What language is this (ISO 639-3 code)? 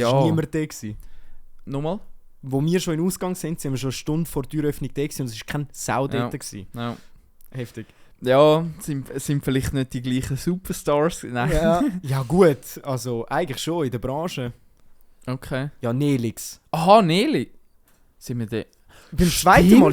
gsw